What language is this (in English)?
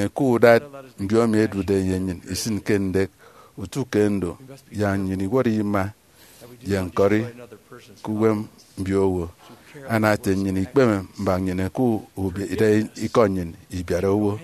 Efik